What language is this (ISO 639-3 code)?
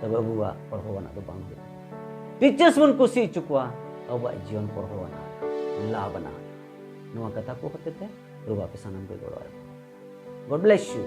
sat